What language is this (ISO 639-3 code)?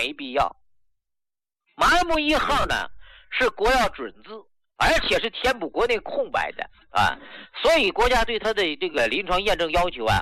zho